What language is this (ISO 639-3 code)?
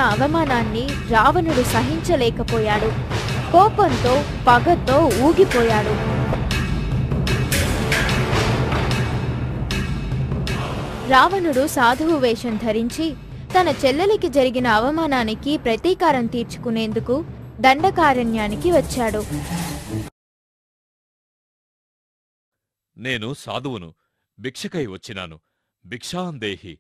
tel